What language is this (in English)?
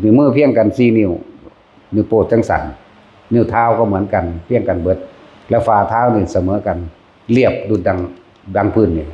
Lao